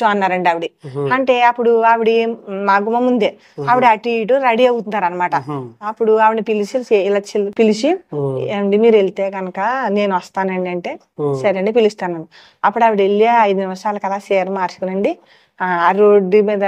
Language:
Telugu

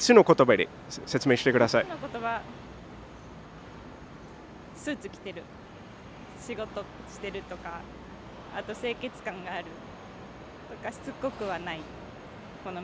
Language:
Japanese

